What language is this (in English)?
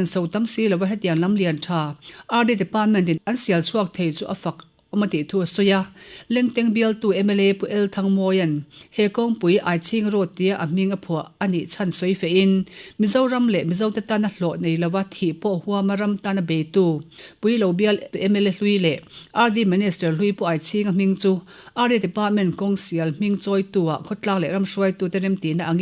Mizo